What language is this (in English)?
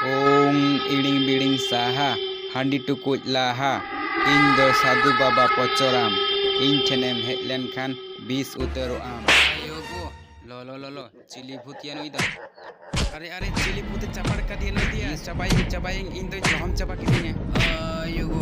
Santali